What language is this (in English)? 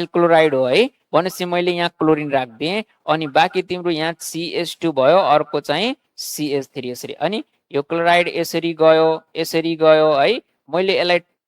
Nepali